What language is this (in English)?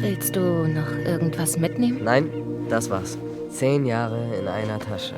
Swiss German